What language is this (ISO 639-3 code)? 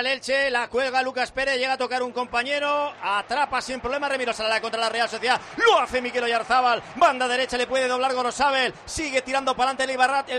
spa